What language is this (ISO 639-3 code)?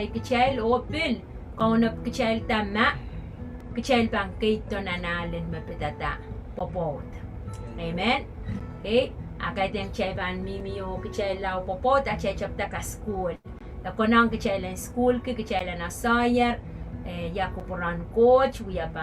pon